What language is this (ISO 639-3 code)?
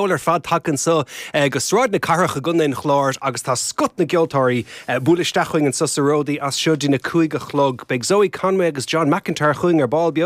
gle